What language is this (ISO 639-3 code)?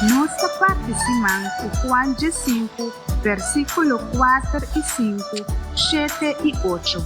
pap